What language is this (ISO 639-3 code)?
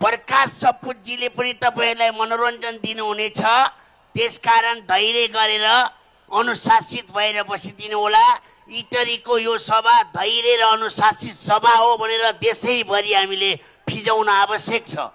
nep